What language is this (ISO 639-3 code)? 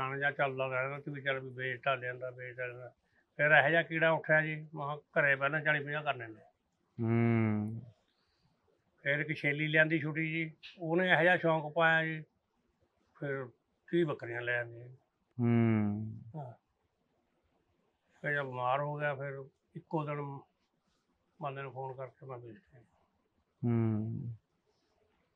pan